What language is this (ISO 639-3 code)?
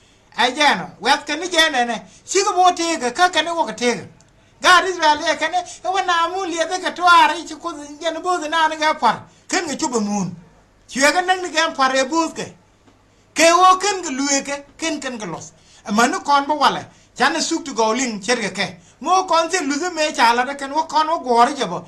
nus